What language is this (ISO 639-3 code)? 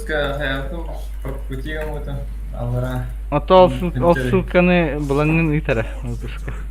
sah